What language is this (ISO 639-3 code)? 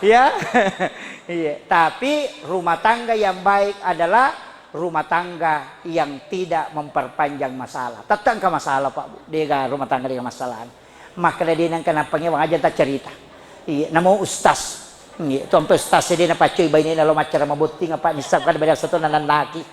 bug